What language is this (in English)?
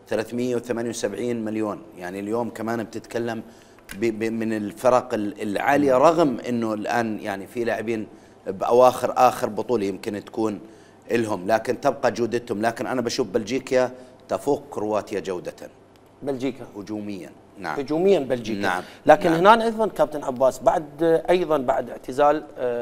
Mesopotamian Arabic